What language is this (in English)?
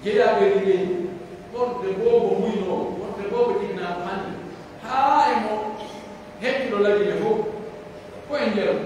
Pular